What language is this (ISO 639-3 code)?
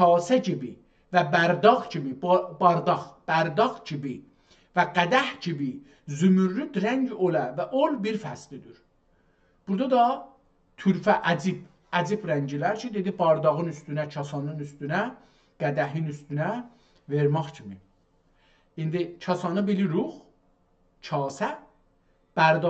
azb